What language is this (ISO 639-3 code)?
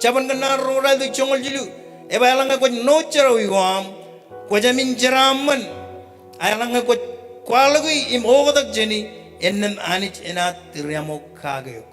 mah